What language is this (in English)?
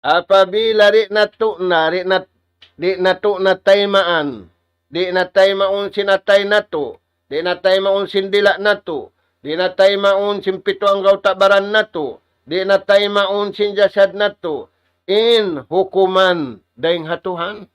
Tausug